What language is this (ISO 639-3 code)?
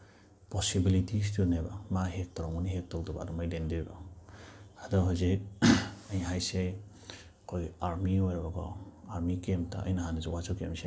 mni